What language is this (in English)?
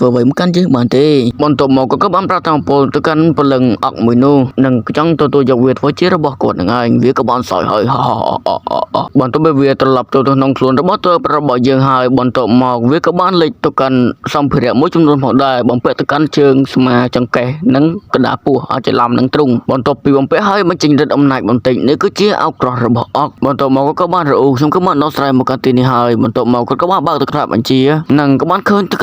Khmer